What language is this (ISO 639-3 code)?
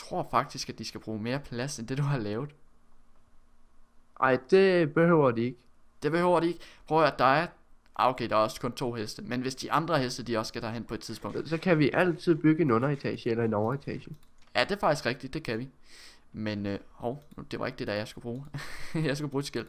dan